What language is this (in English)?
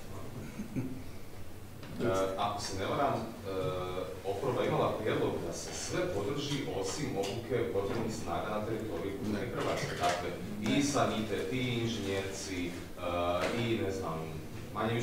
Croatian